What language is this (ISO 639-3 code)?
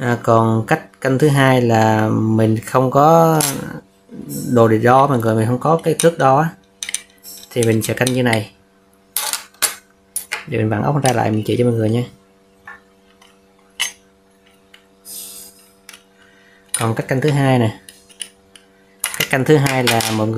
vie